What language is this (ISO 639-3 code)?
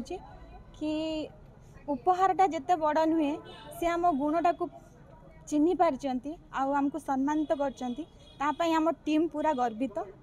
ori